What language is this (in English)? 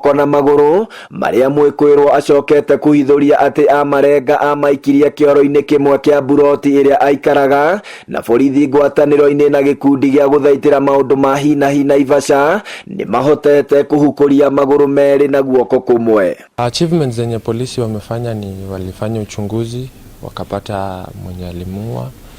Kikuyu